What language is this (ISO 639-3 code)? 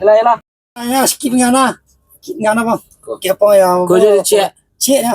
min